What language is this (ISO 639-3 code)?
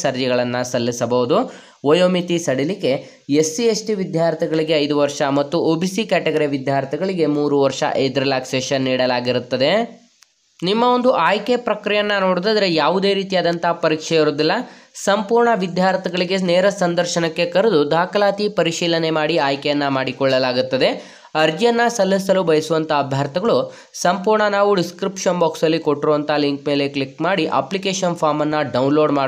kan